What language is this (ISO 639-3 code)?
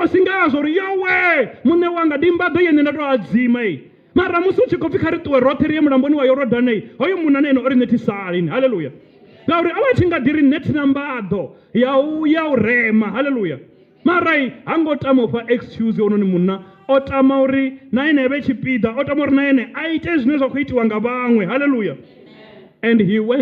ven